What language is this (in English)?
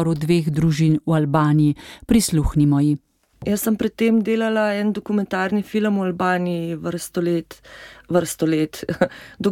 Slovenian